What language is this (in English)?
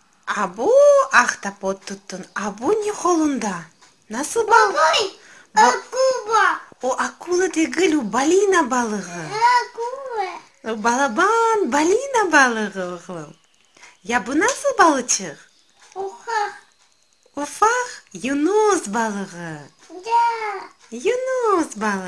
Crimean Tatar